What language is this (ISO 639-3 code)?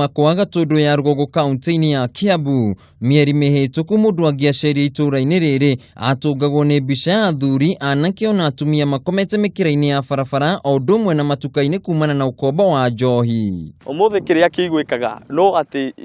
kik